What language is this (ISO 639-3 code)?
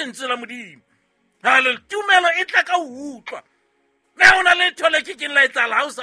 sot